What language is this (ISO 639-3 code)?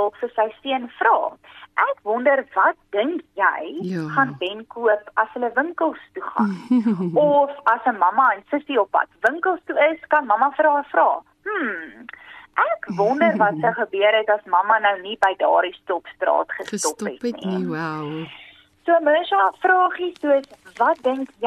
afr